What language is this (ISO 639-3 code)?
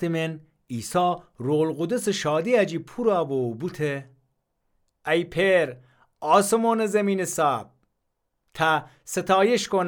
glk